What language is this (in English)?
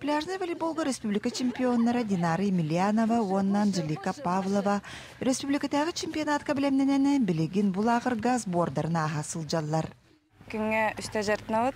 Yakut